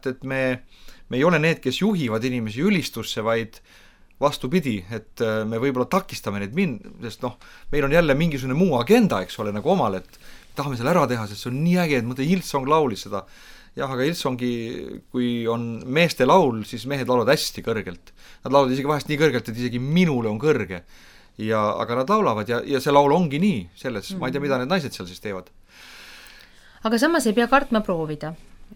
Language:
Estonian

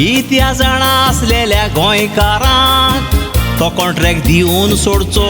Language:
Konkani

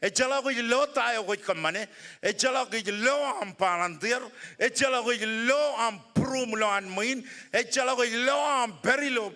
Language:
Marshallese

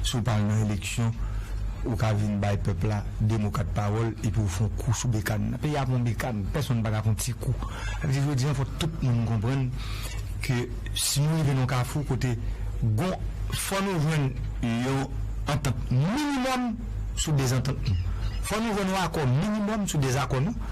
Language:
Haitian Creole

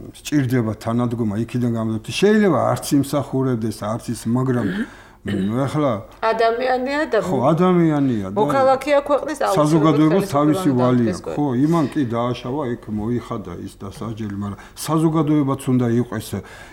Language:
Georgian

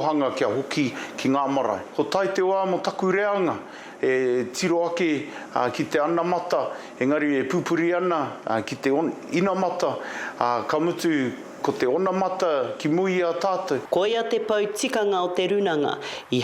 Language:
Māori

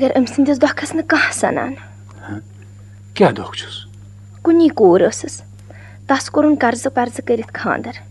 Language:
Kashmiri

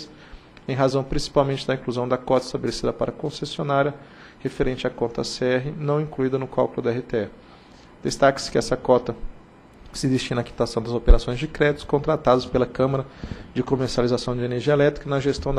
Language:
Portuguese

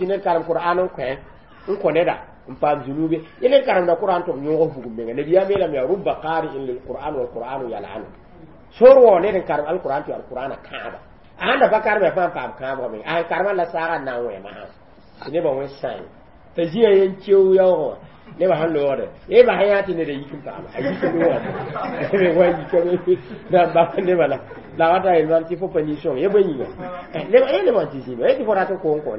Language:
Mossi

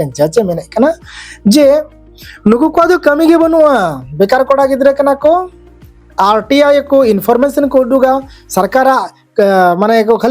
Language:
Santali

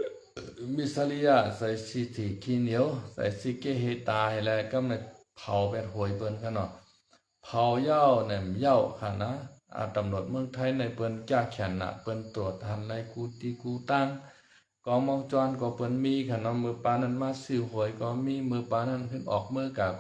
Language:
Shan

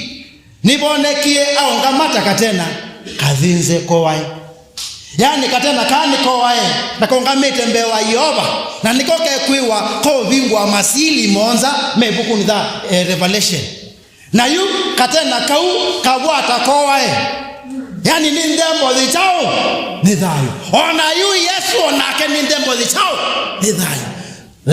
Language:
Kamba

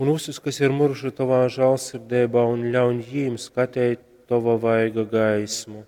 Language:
Latgalian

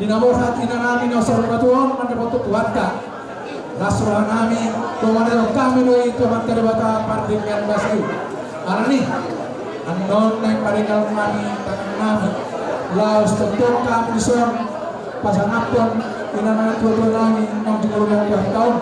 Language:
Batak Toba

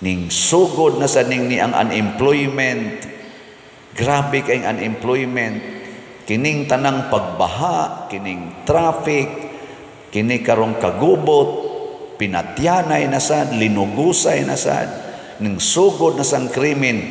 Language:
Cebuano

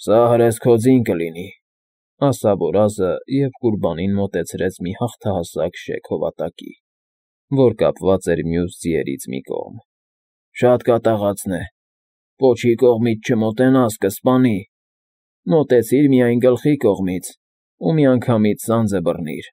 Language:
Armenian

